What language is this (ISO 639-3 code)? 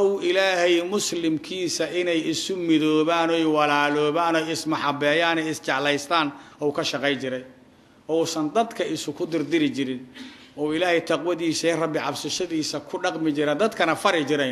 som